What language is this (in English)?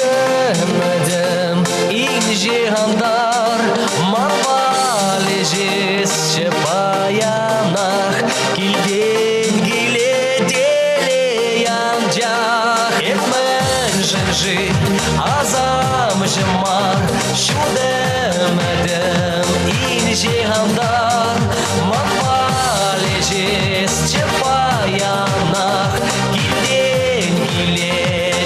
Chuvash